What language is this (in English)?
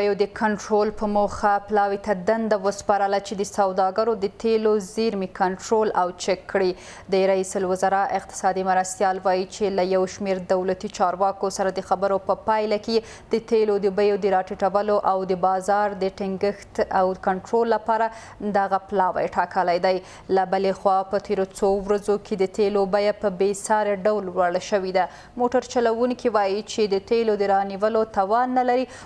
Pashto